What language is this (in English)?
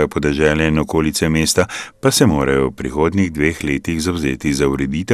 Slovenian